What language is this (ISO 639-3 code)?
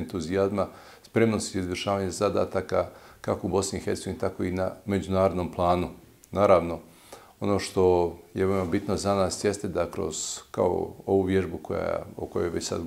bos